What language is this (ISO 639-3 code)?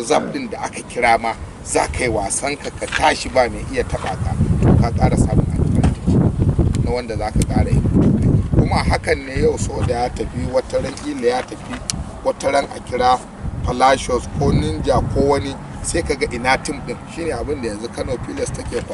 hau